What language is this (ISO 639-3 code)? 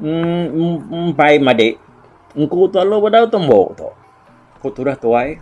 iba